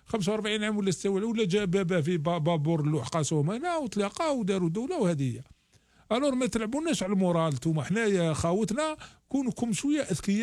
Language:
Algerian Arabic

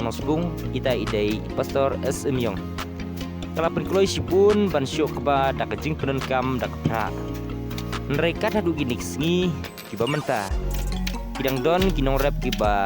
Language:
Khasi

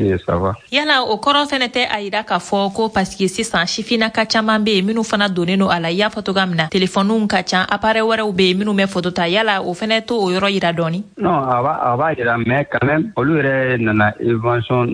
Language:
Bambara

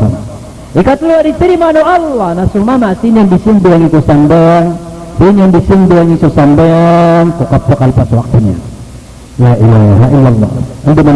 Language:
Maranao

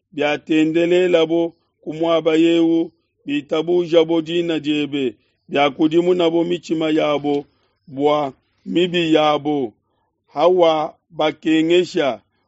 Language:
Luba-Lulua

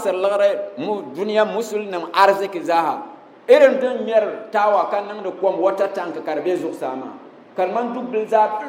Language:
Dagbani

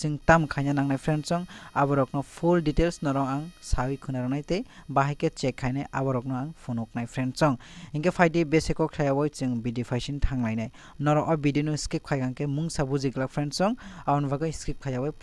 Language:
Kok Borok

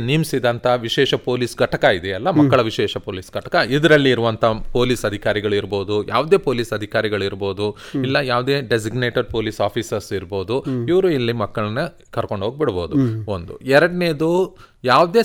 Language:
Kannada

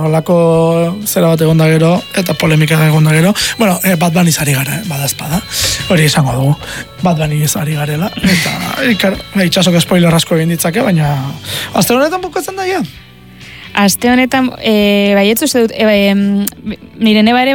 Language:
Basque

